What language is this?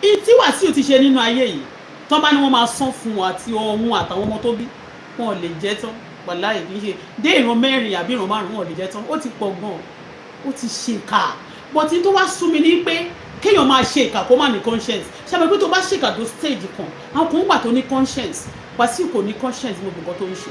Yoruba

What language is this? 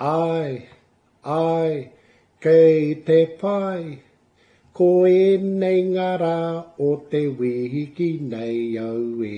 Māori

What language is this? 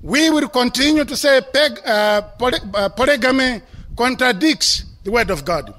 English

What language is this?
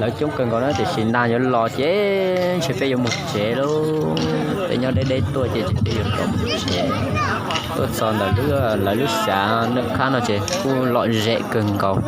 Hmong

